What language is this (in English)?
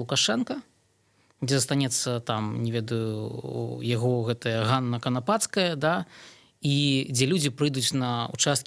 Belarusian